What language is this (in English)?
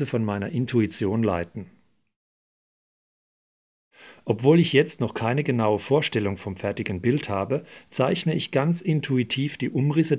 German